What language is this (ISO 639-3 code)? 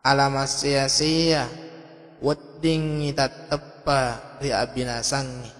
bug